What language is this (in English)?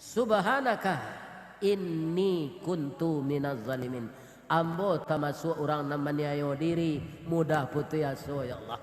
Minangkabau